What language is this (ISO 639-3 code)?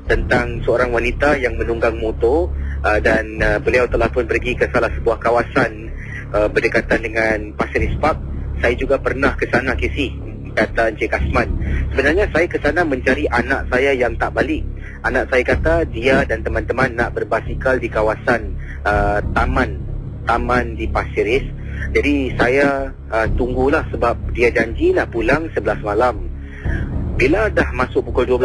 msa